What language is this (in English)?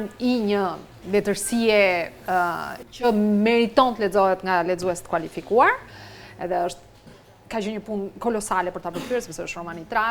Albanian